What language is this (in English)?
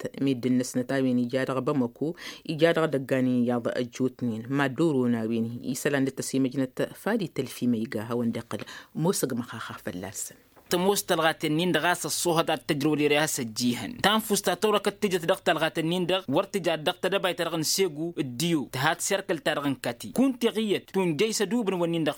Tamasheq